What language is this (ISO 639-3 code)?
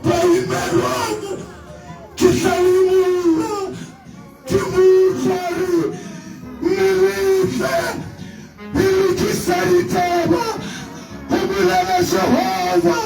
sot